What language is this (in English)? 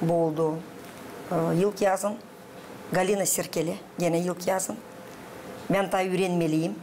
Gagauz